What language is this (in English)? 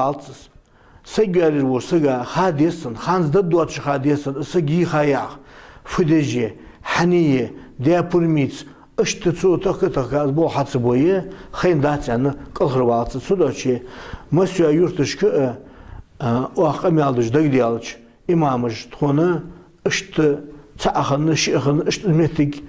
Ingush